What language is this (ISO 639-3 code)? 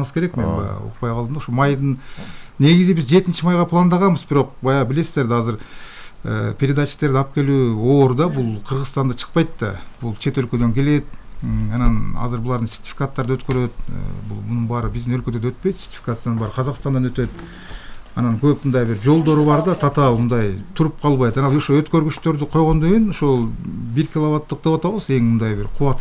kir